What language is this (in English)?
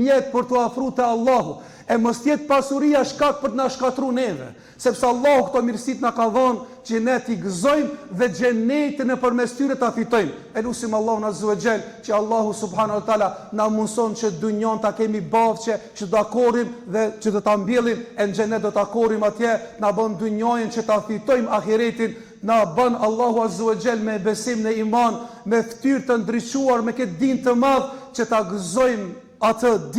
Albanian